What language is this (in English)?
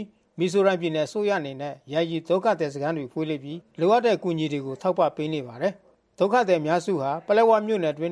Burmese